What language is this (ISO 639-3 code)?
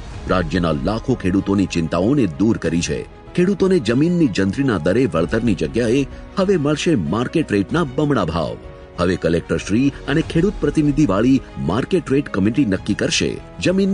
guj